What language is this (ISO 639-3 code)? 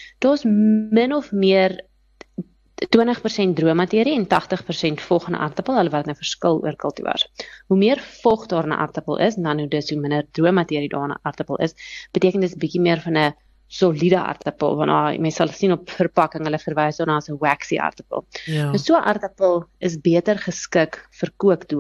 afr